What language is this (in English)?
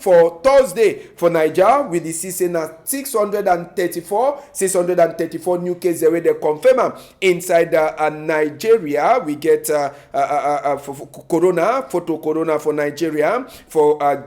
Cameroon Pidgin